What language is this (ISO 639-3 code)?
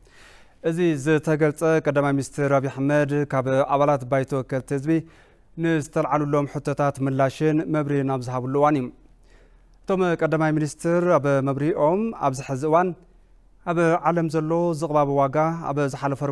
tir